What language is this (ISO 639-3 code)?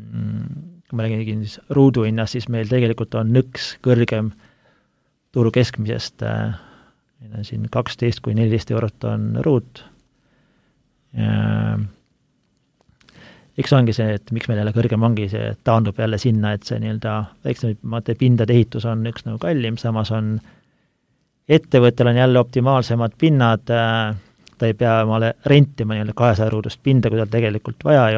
est